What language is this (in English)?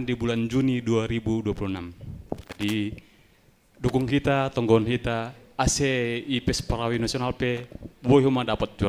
Batak Simalungun